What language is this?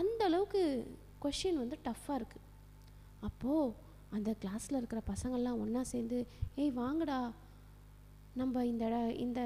Tamil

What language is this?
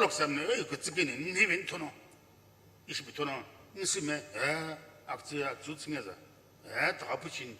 Sumi Naga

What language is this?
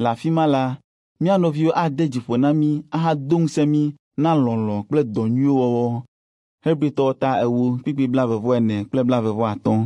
Ewe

